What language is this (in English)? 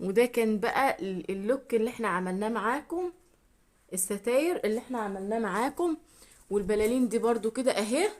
Egyptian Arabic